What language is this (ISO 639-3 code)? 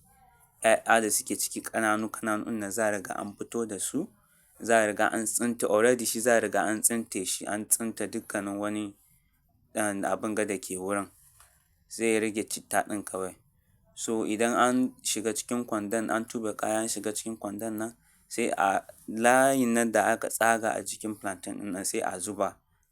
hau